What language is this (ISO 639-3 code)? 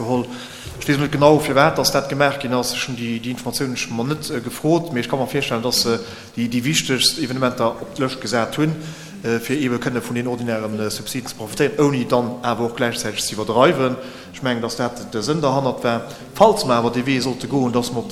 ltz